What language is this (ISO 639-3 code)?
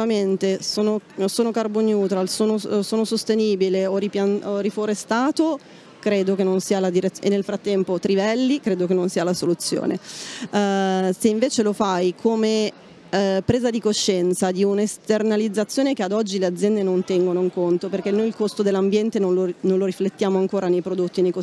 ita